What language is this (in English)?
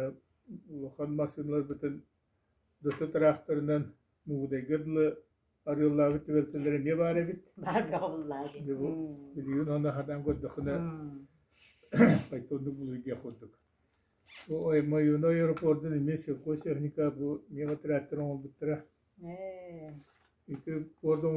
Yakut